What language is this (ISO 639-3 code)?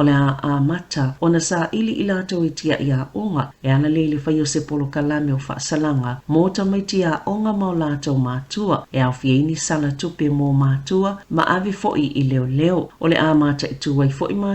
smo